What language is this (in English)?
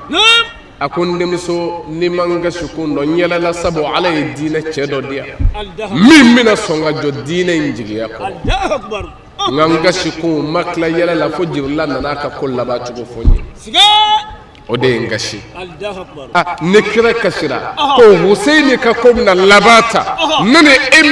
Bambara